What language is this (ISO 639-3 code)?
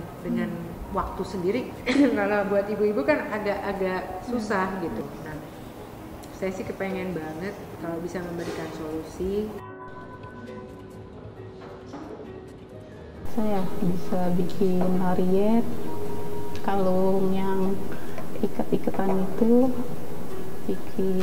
ind